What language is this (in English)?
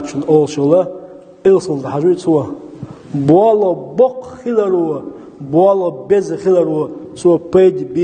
Chechen